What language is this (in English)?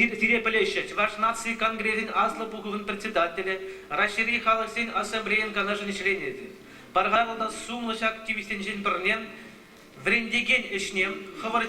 Chuvash